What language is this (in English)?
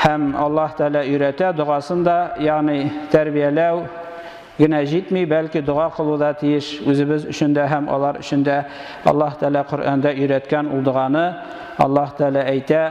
Tatar